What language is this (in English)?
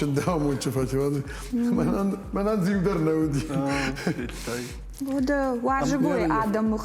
Ossetic